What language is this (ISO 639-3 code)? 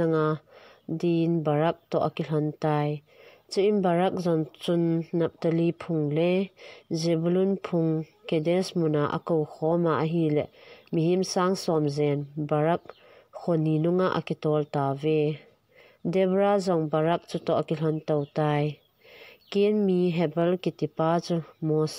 tcz